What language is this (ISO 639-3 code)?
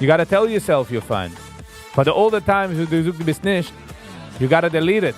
yid